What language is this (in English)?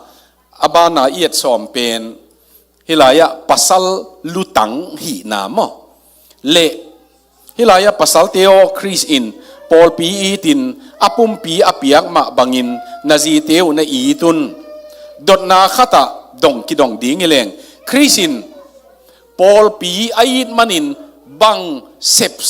Tedim Chin